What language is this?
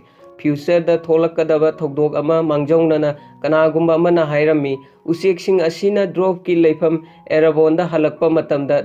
Manipuri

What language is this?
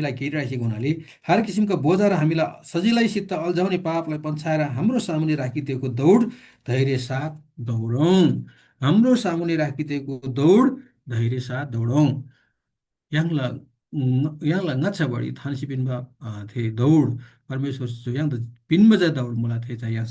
Eastern Tamang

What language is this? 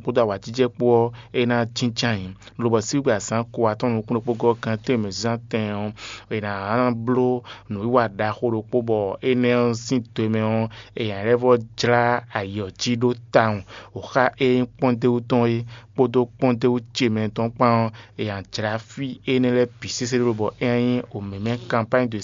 Fon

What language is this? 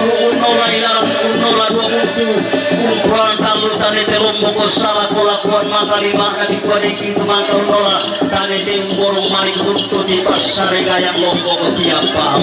Toraja-Sa'dan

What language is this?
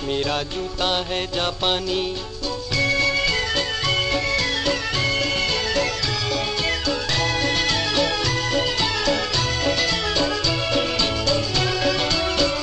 Hindi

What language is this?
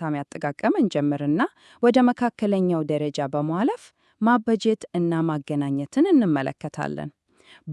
Amharic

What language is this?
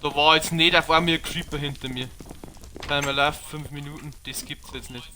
Bavarian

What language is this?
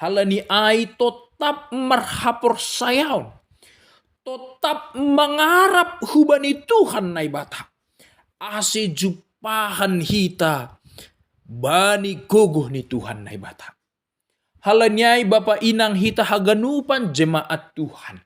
Batak Simalungun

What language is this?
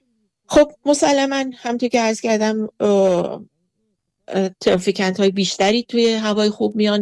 Persian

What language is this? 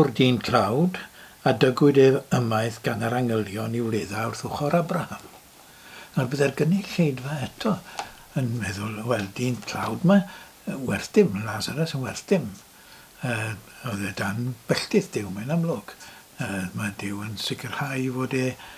Welsh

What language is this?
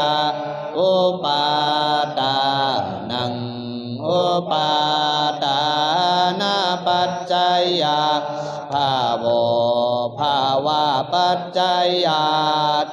Pali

